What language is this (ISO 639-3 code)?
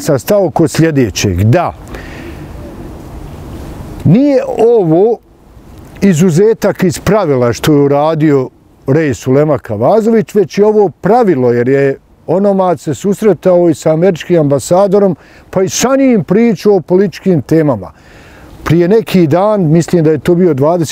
bos